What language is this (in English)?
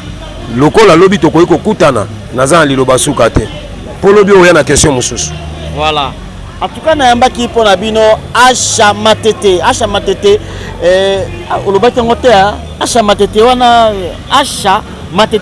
Lingala